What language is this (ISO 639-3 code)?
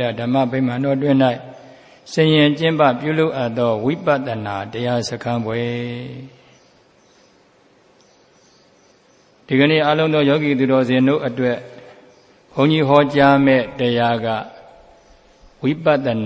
mya